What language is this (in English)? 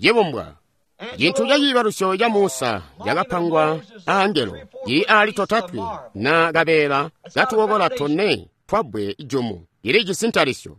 Tonga (Zambia)